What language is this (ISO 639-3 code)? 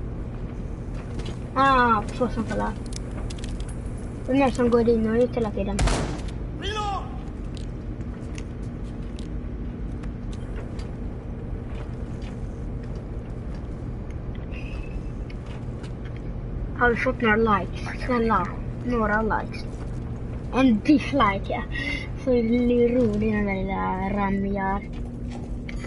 swe